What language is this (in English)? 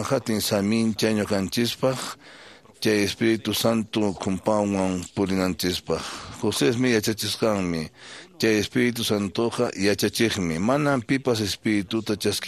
Quechua